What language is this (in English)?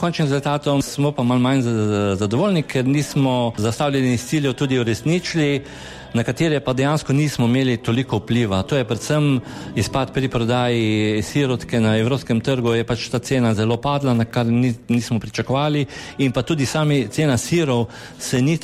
Slovenian